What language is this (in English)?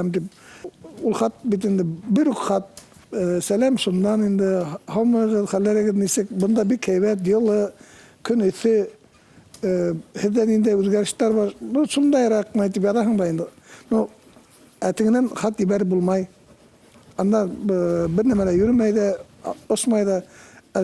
Bashkir